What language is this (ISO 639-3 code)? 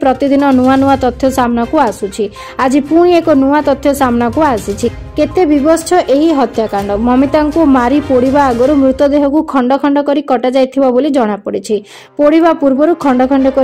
ori